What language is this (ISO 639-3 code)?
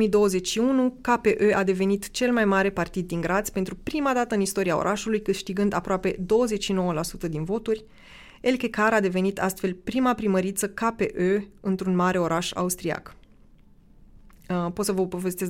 ron